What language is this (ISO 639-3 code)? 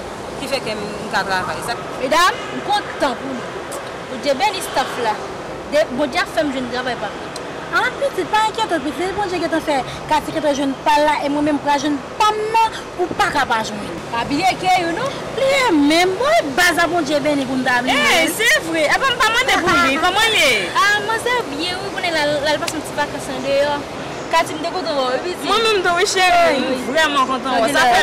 hat